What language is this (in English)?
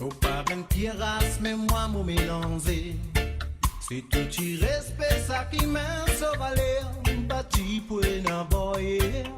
Morisyen